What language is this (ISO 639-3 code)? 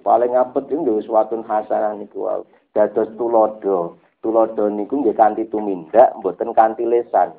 jav